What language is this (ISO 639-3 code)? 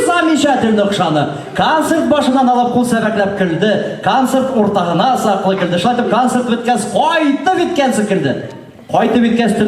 bak